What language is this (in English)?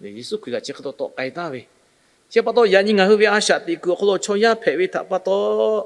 Lahu